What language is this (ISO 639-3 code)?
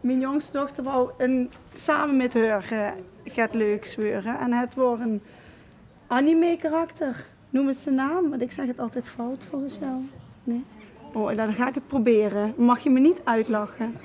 lim